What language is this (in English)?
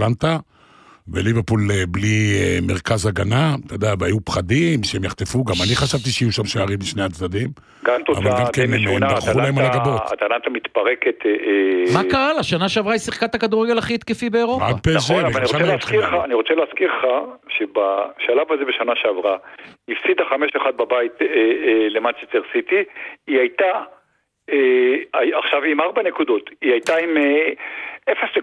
Hebrew